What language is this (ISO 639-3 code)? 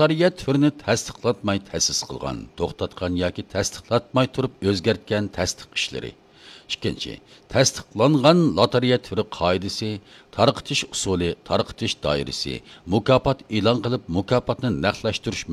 uig